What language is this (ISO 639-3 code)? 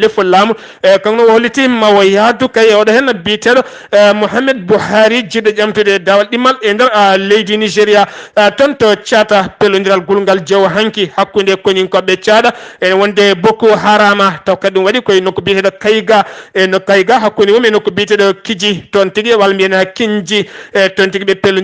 ful